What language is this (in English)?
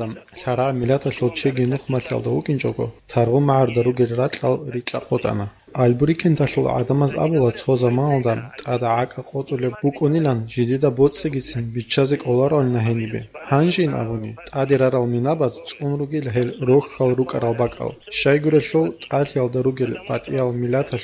Avaric